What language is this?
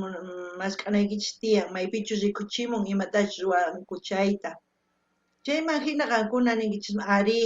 South Bolivian Quechua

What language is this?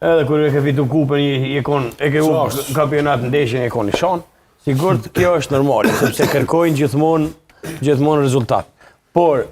Albanian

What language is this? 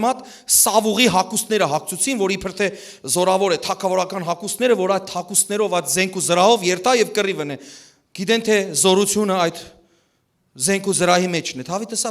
Western Armenian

